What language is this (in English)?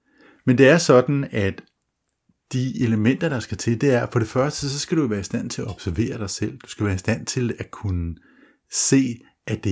Danish